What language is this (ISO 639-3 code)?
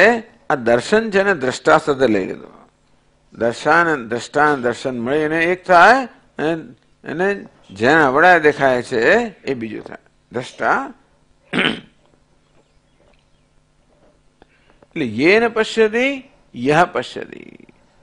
guj